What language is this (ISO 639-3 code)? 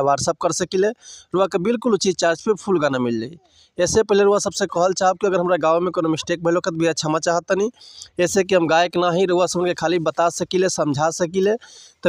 bho